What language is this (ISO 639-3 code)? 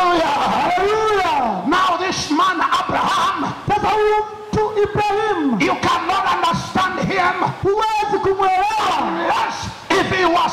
swa